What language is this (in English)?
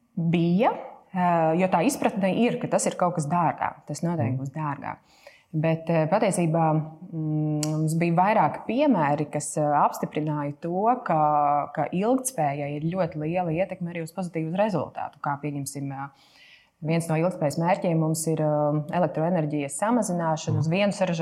Latvian